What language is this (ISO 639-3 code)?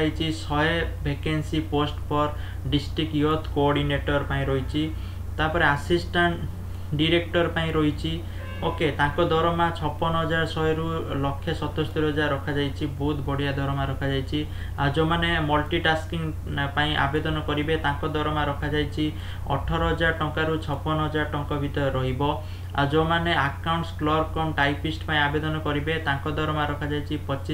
ori